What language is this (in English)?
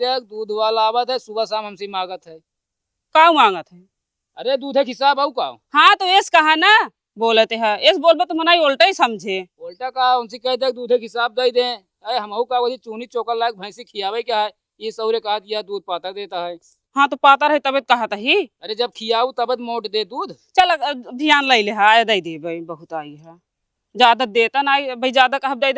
Awadhi